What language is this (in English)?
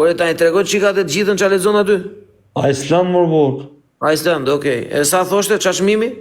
Albanian